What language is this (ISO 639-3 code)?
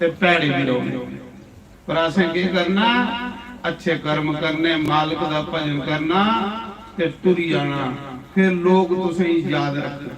doi